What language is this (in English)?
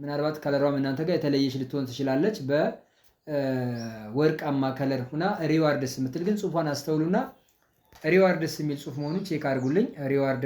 Amharic